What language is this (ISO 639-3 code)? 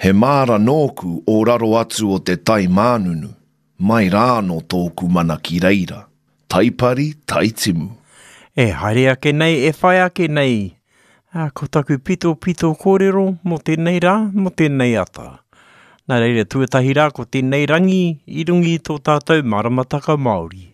mri